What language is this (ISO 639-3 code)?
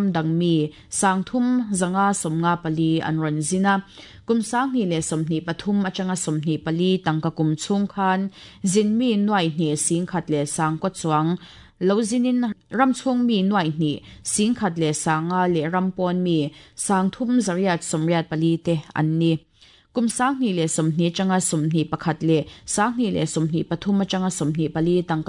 lus